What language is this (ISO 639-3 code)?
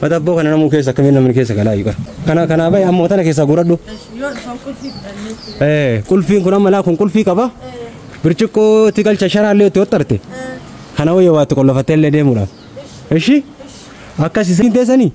orm